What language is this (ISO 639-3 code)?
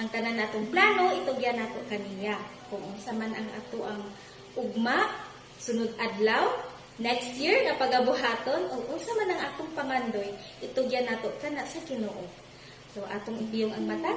ceb